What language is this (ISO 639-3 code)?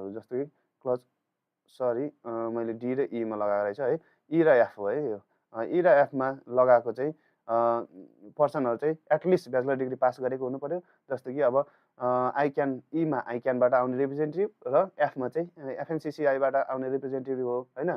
nep